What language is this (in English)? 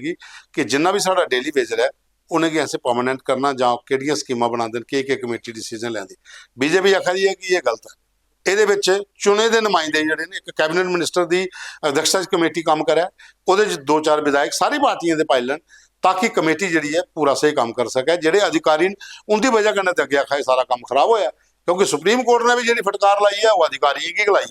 Dogri